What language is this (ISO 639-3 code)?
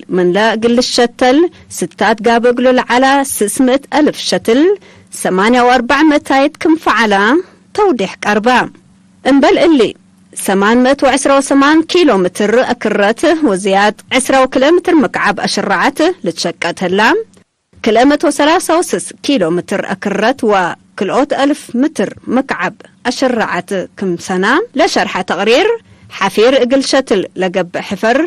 tig